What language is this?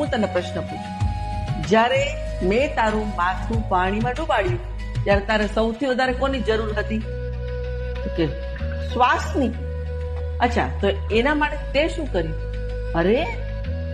Gujarati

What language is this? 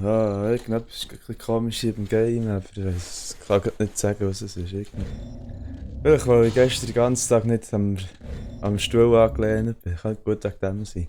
Swiss German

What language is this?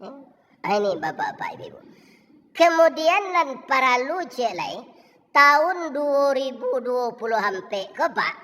Minangkabau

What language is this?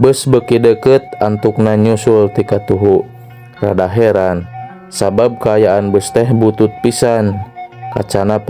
Sundanese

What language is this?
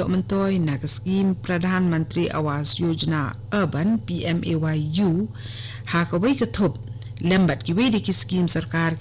Khasi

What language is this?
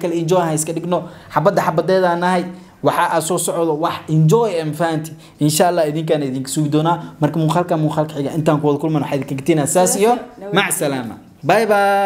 Somali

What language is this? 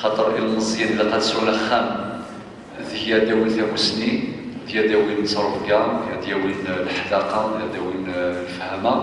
Kabyle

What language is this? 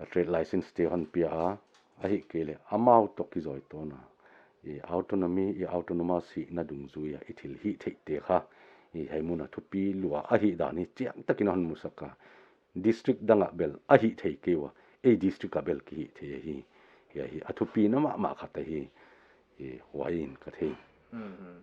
Paite Chin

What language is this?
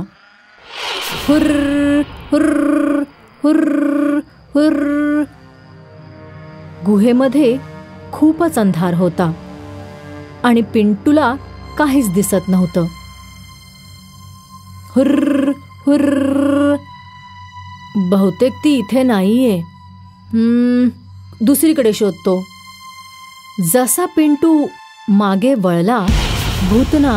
Marathi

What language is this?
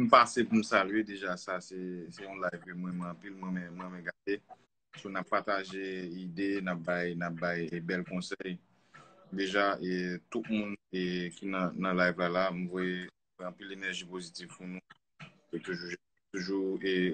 Haitian Creole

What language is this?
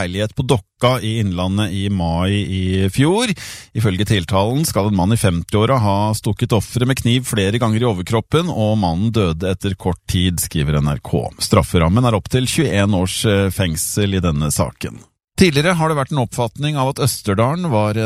Norwegian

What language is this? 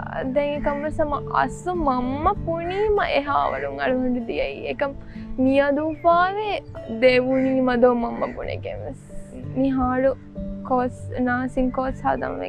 Divehi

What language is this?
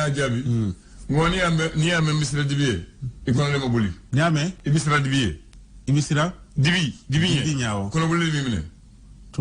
Bambara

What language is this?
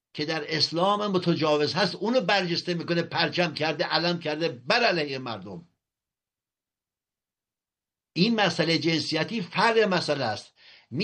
Persian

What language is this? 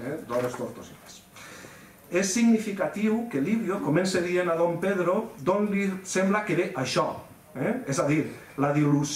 Catalan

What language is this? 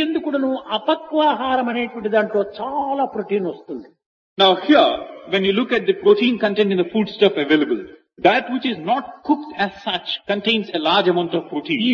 Telugu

